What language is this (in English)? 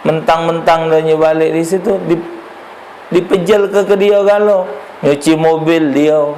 Musi